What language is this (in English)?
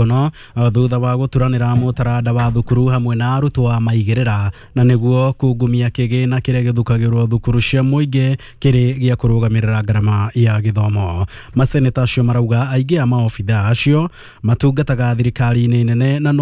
Kikuyu